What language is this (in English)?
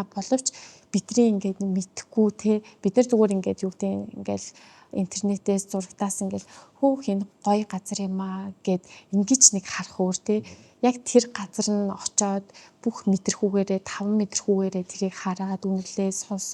Mongolian